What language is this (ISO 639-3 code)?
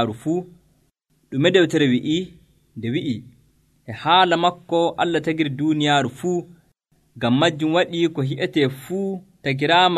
fuv